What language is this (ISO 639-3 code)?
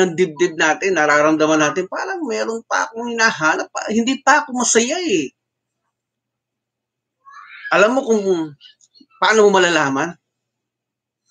fil